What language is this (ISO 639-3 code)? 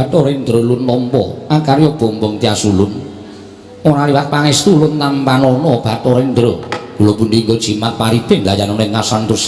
jav